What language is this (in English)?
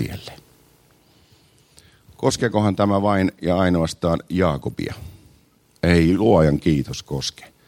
Finnish